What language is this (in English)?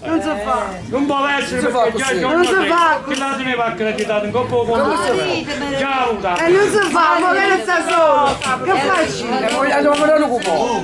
Neapolitan